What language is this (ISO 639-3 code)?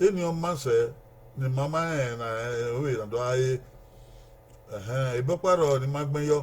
bin